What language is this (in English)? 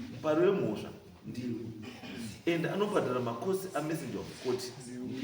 Shona